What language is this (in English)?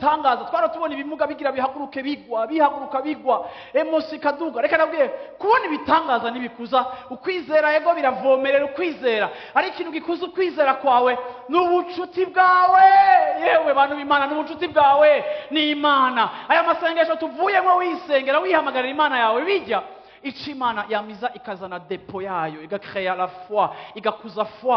Rundi